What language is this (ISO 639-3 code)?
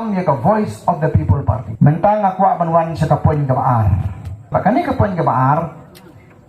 kha